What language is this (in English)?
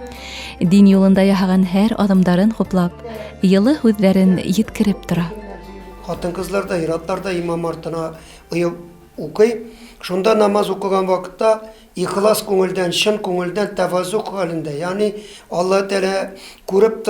Bashkir